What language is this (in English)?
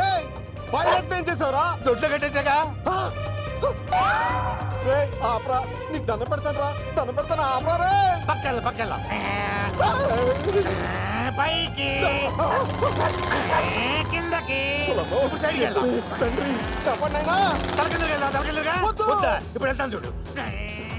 Telugu